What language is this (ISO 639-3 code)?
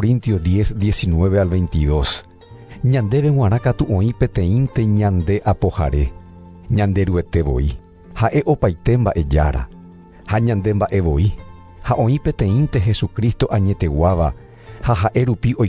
grn